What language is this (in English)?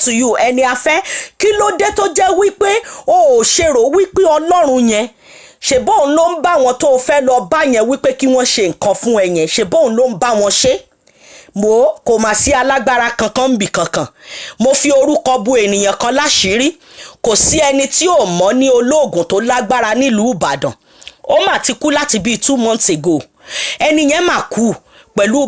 Yoruba